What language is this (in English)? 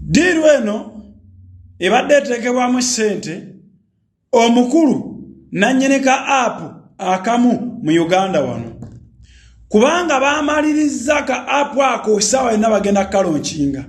Ganda